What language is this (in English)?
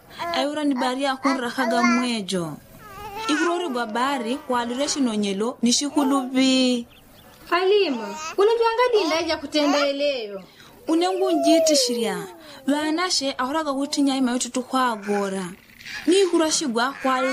Yao